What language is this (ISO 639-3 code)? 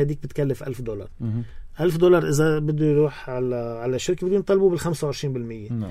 apc